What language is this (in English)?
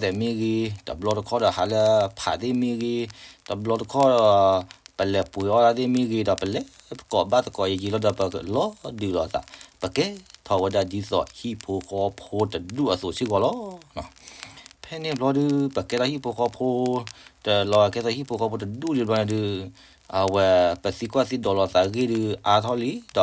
S'gaw Karen